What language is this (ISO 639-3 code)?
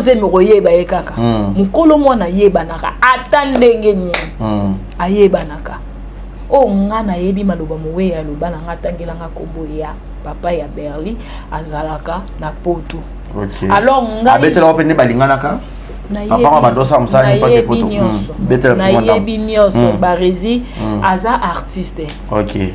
lin